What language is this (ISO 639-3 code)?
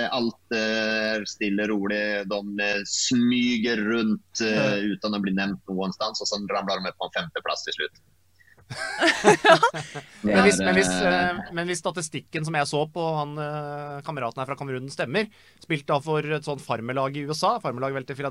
nor